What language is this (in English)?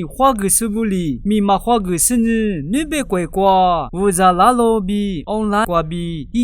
Lisu